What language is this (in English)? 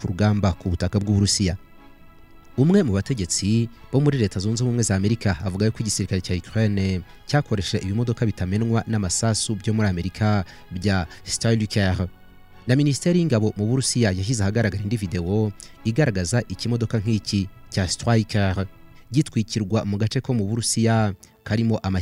Kinyarwanda